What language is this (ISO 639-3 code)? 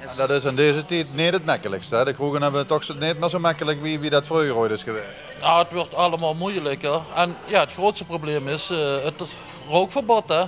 lim